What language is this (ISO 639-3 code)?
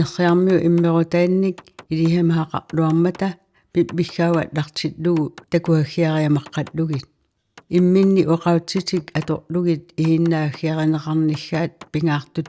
kal